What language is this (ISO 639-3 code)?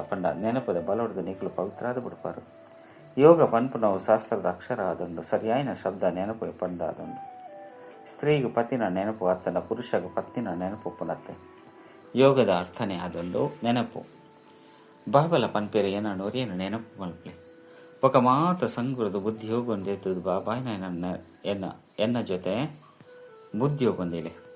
tcy